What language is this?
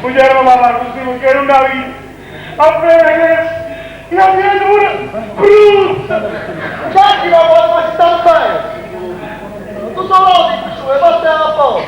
Neapolitan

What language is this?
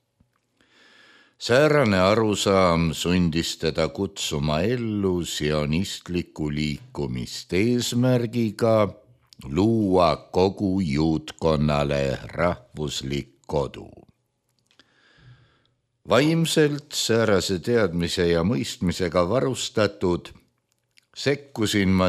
Estonian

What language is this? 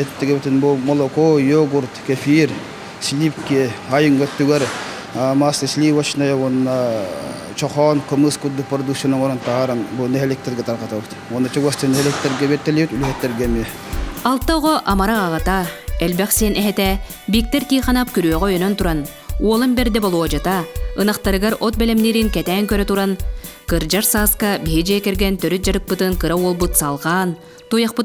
Yakut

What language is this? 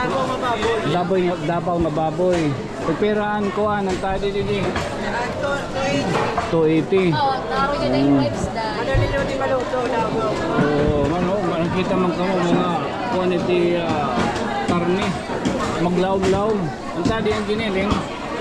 Waray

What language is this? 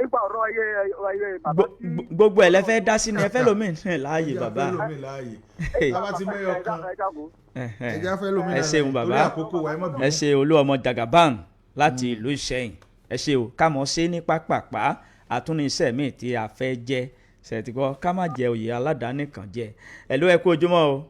Yoruba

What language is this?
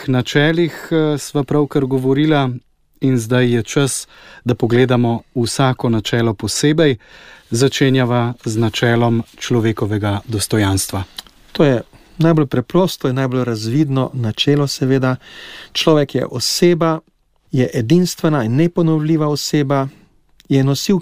Slovenian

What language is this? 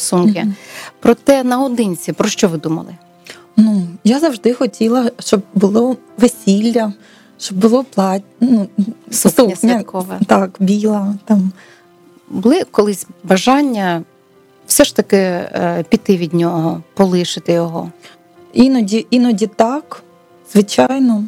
Ukrainian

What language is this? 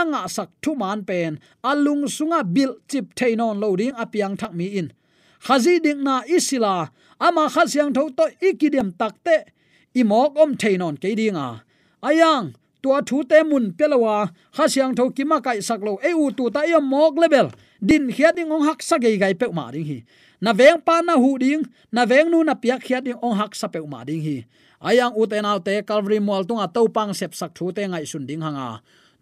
Tedim Chin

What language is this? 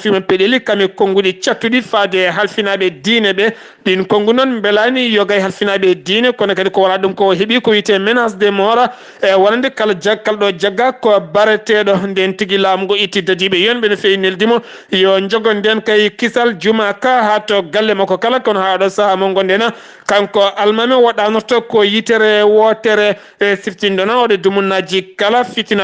Fula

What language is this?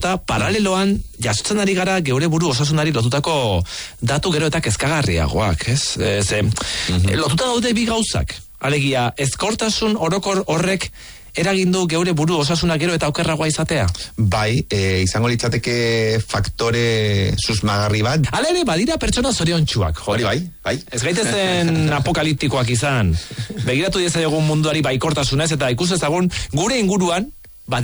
Basque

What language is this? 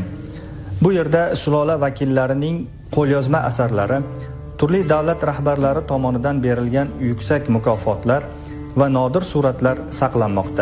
Uzbek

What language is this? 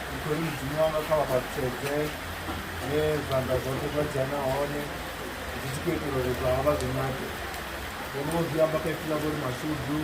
Venda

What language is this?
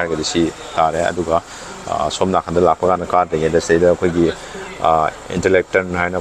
Manipuri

